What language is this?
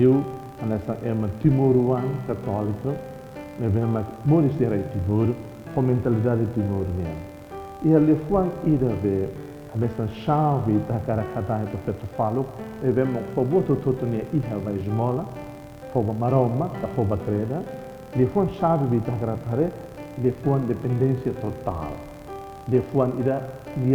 Tetum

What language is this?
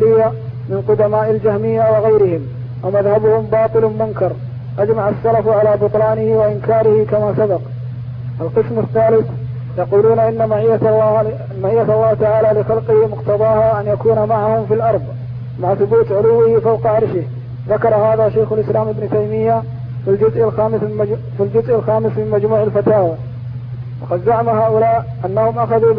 Arabic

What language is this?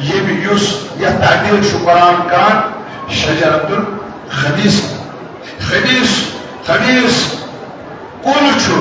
Kashmiri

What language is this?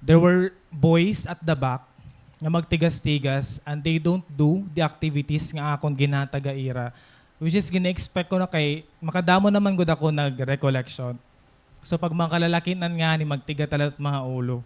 Waray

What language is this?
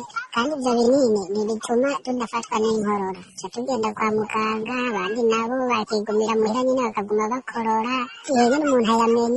Rundi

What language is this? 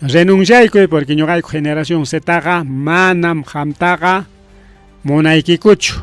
Ayacucho Quechua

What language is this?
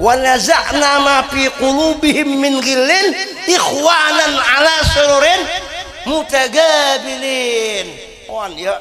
Banjar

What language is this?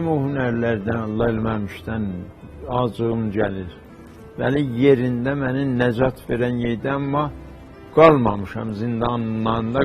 South Azerbaijani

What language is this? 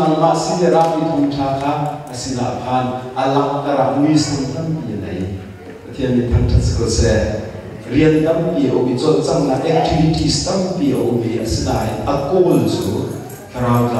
Hakha Chin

